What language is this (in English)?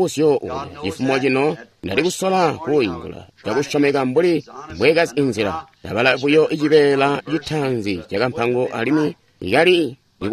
Tonga (Zambia)